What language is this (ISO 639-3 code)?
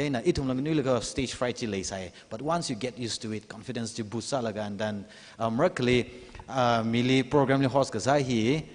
nmf